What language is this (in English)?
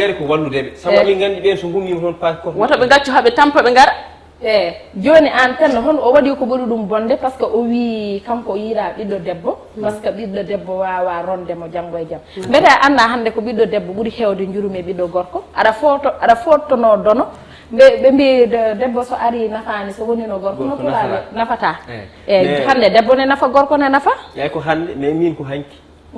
Fula